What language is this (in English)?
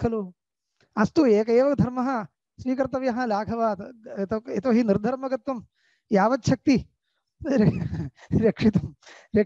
Sanskrit